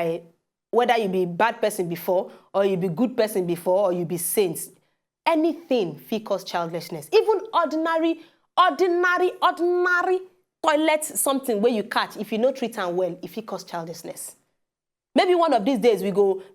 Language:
Nigerian Pidgin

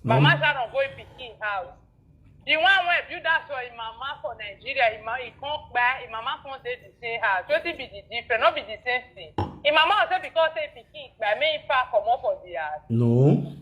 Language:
Nigerian Pidgin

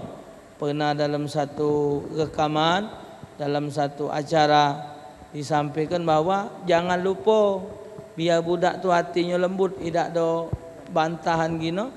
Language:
Musi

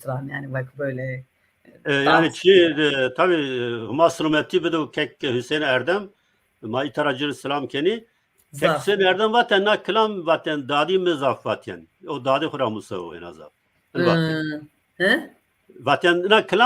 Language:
Zaza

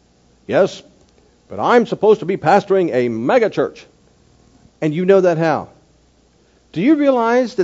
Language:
English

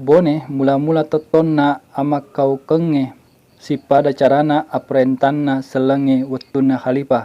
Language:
Buginese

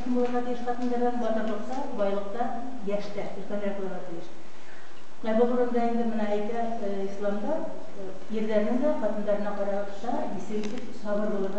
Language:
Bashkir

